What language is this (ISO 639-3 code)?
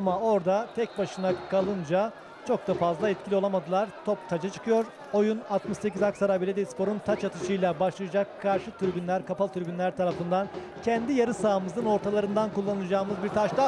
tur